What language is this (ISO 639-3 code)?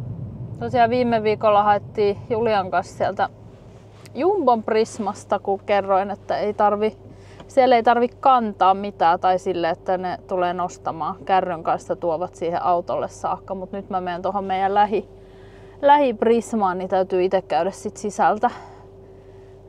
fin